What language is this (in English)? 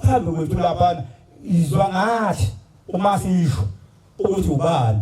Zulu